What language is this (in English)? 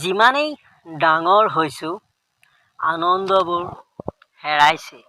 Assamese